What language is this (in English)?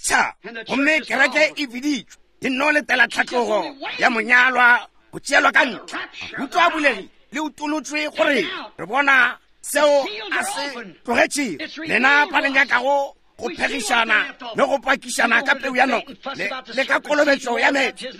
Northern Sotho